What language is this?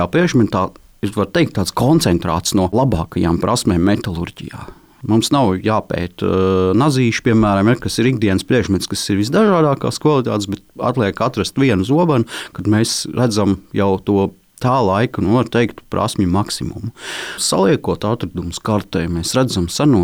Latvian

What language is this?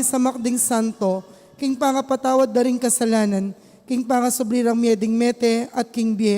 Pampanga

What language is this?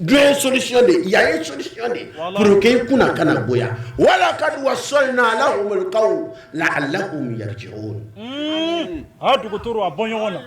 Bambara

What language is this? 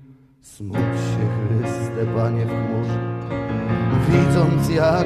Polish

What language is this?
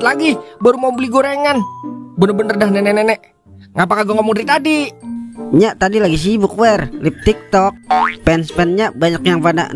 Betawi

